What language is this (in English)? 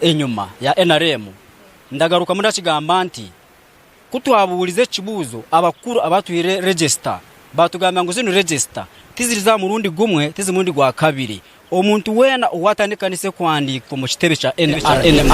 Nyankole